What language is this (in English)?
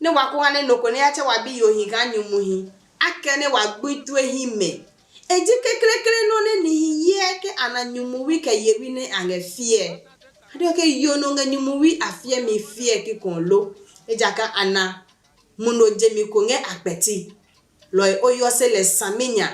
Adangme